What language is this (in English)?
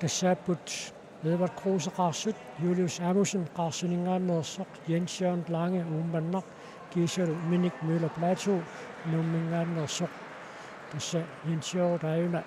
Kalaallisut